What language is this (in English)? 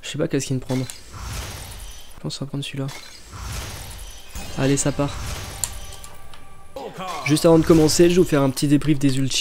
French